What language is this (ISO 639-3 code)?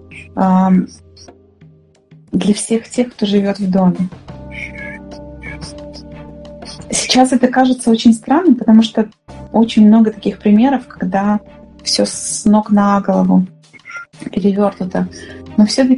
rus